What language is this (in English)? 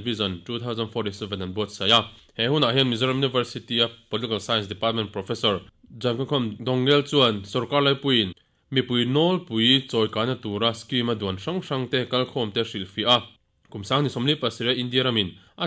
Mizo